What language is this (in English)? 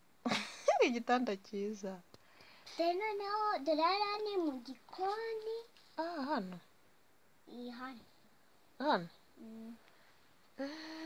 Kinyarwanda